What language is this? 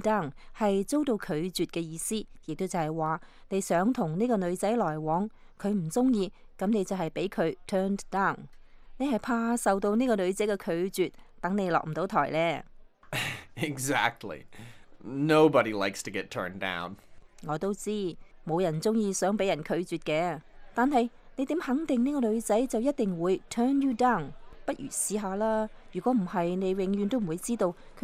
Cantonese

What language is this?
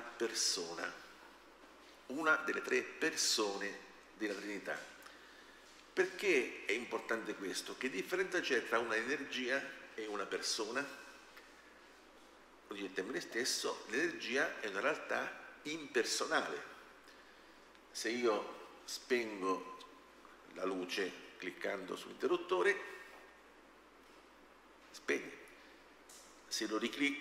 Italian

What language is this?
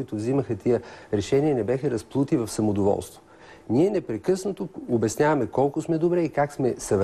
Bulgarian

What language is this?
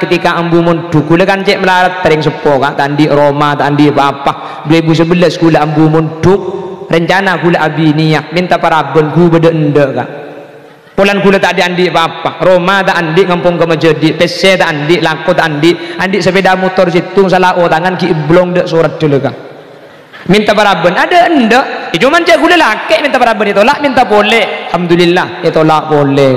Madurese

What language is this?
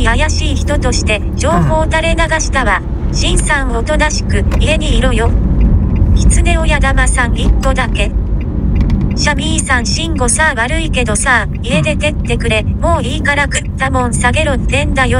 Japanese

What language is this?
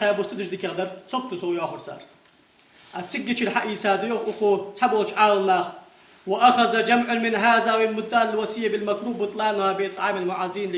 Ingush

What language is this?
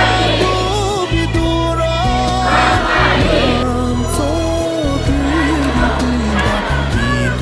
Tibetan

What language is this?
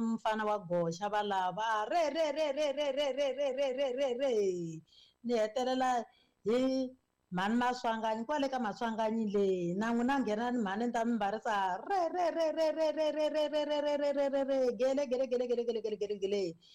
Tsonga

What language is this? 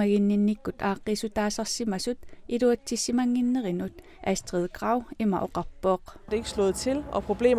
Kalaallisut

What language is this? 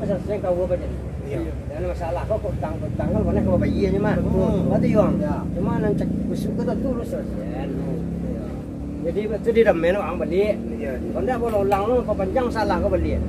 Minangkabau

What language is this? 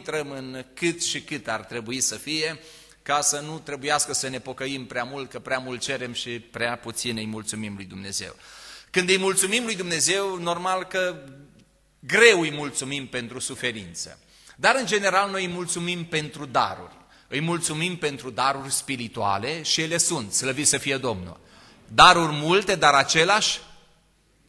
Romanian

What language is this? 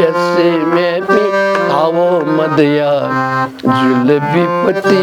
Newari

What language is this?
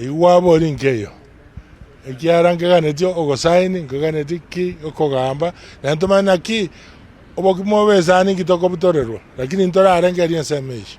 Gusii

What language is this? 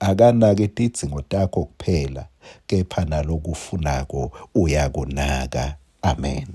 Swati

